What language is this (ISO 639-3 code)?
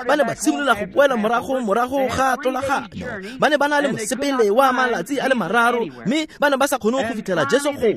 tsn